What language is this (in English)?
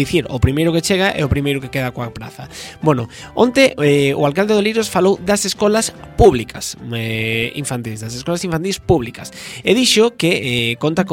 Galician